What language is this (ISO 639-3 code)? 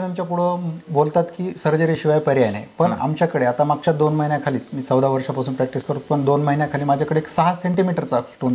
mar